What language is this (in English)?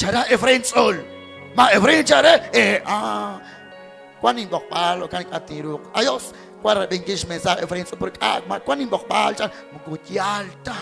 Kekchí